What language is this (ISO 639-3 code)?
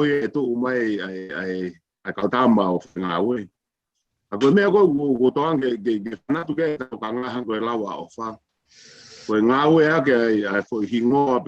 ton